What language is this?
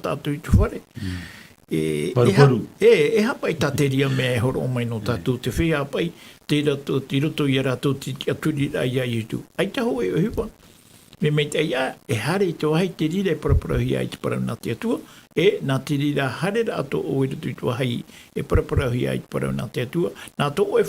Tahitian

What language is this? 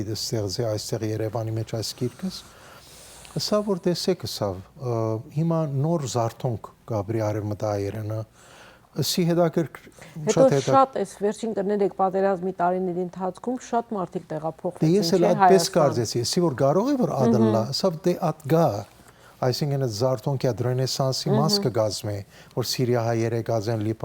Western Armenian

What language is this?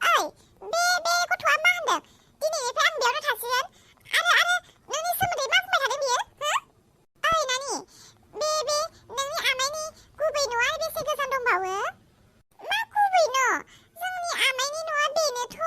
Bodo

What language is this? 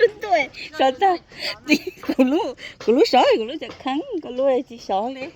Hmong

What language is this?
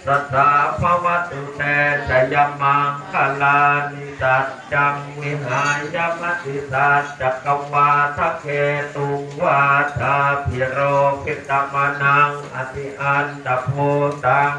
Pali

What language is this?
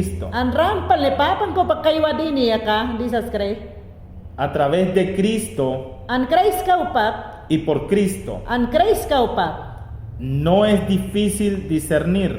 Mayangna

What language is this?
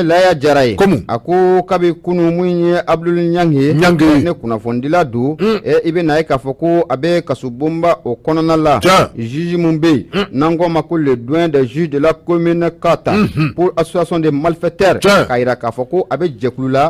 Bambara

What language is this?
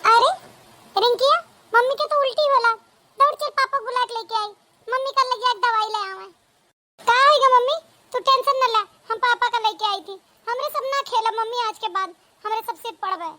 Awadhi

